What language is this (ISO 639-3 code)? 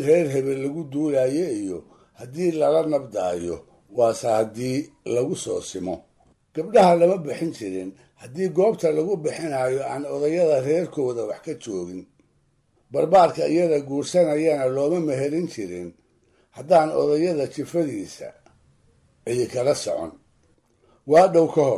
som